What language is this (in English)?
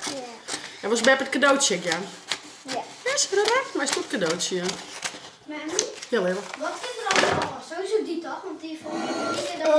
Western Frisian